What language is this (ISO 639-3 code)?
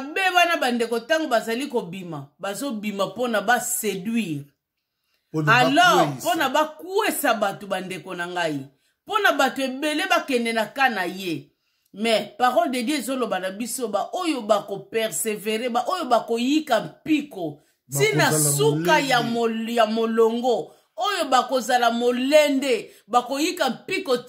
lin